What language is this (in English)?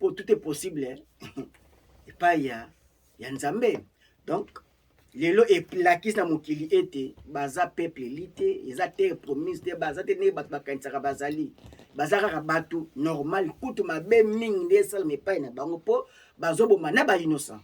Lingala